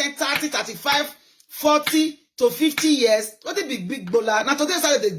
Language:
Nigerian Pidgin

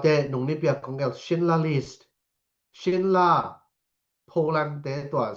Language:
Tedim Chin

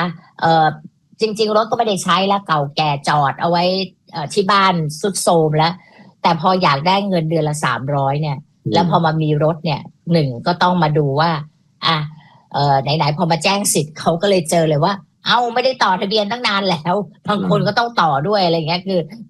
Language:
Thai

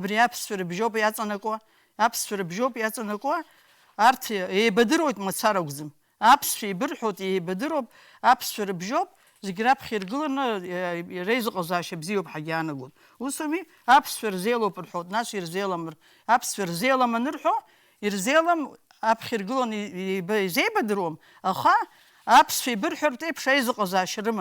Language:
Abkhazian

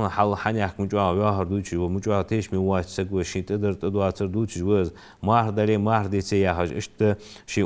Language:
Ingush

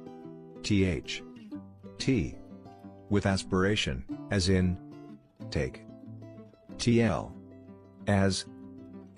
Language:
Tswana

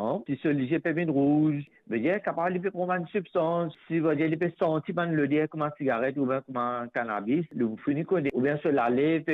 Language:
Morisyen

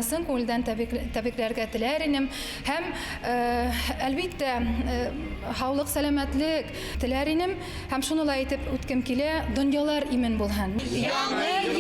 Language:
Bashkir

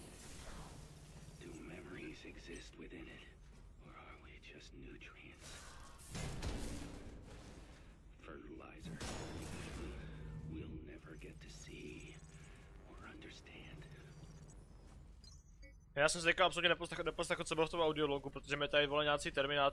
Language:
Czech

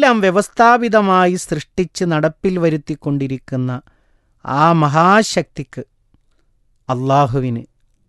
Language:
Malayalam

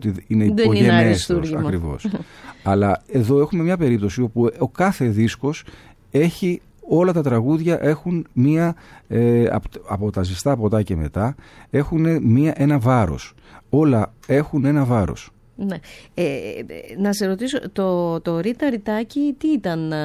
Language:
Greek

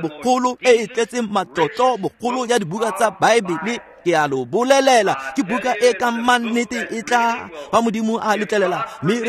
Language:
Tswana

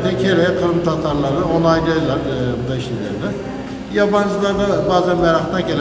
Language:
Crimean Tatar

